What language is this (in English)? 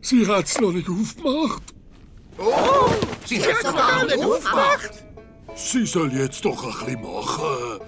Swiss German